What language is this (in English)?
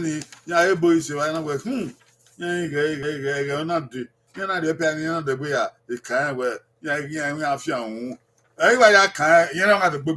Bini